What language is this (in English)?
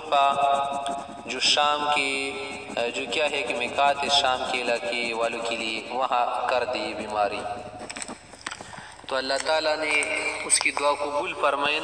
Urdu